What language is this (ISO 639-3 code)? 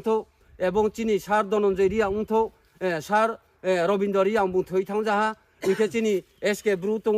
ria